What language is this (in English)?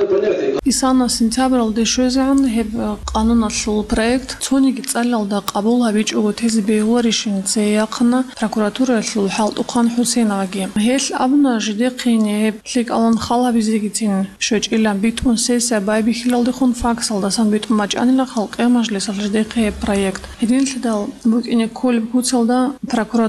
Avaric